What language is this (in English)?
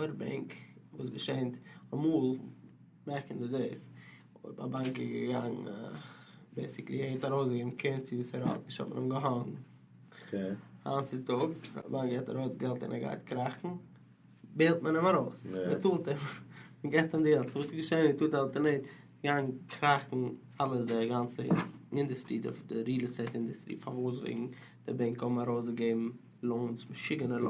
Yiddish